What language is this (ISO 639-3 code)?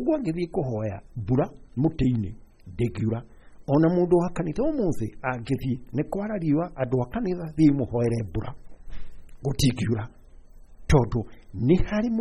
kik